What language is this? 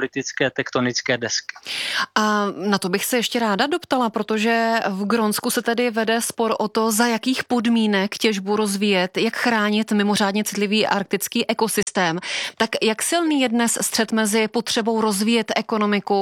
Czech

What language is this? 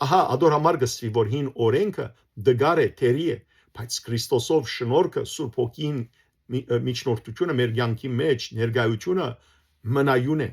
Western Armenian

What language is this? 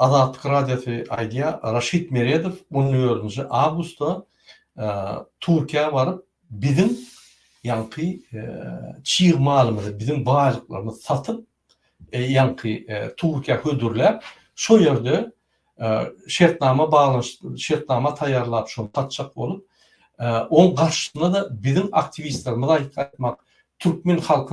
Turkmen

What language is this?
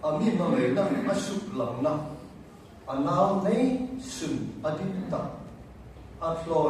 Hmar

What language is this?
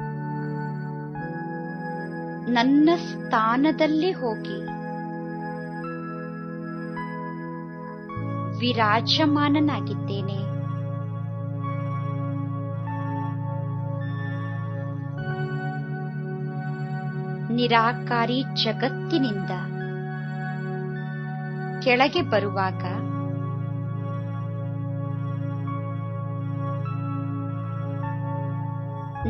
Kannada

